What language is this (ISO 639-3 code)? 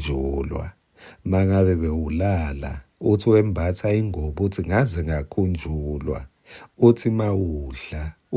ssw